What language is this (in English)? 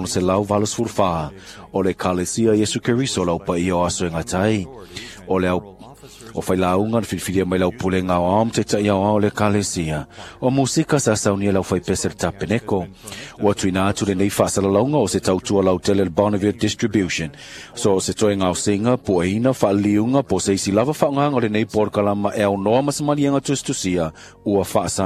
Samoan